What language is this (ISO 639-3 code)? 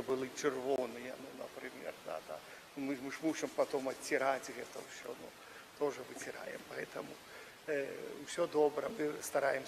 bel